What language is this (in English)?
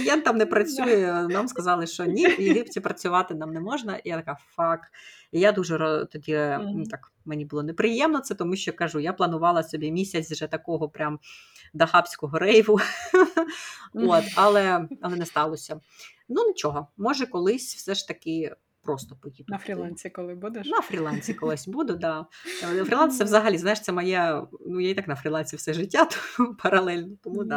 Ukrainian